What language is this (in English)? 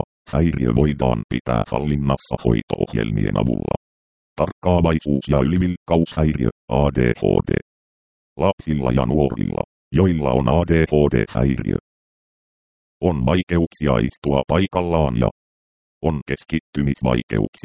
Finnish